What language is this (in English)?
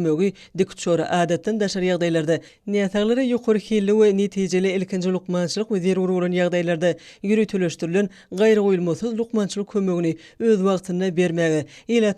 Turkmen